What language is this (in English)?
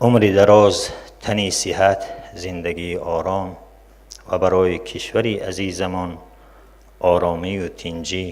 Tajik